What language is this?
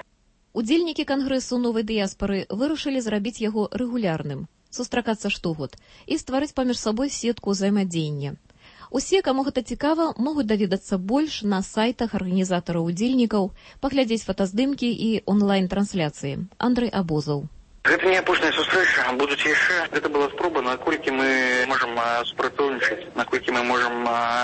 Belarusian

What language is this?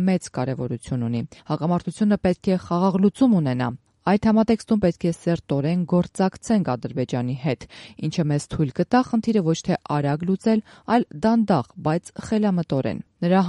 Armenian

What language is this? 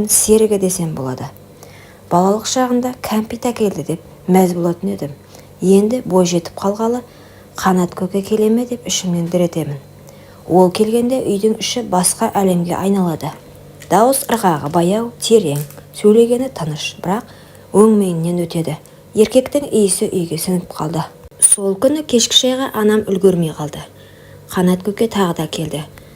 Kazakh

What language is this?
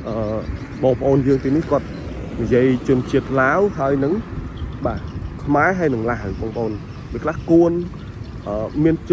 Khmer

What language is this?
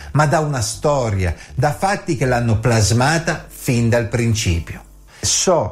Italian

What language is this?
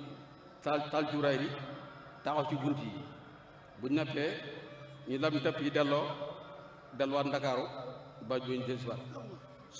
Wolof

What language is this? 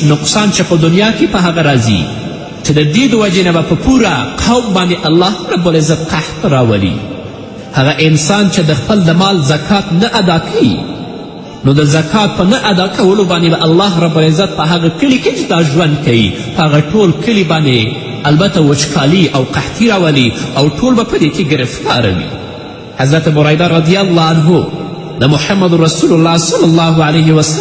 Pashto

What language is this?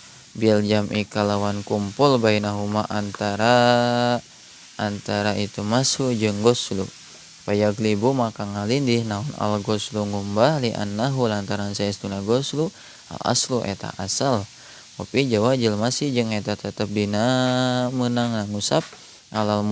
Sundanese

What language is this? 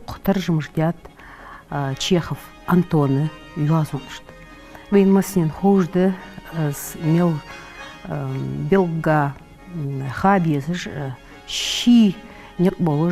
Ingush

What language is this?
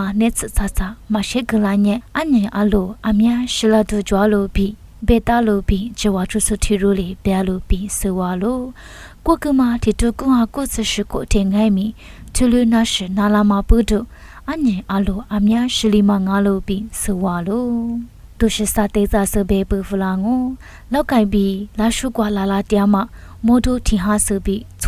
Lisu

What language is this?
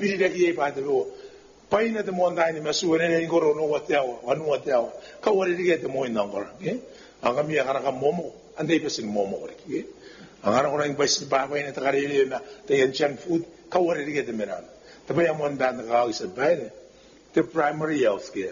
Gilbertese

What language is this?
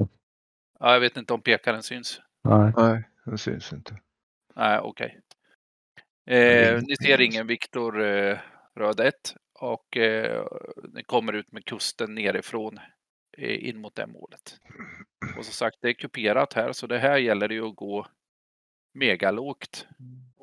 Swedish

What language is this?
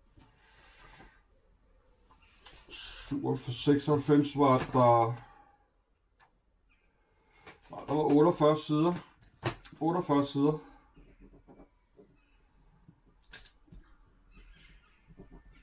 Danish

